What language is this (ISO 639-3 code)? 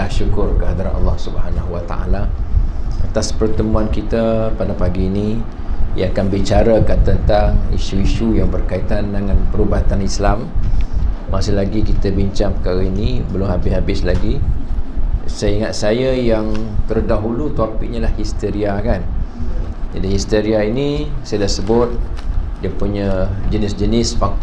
msa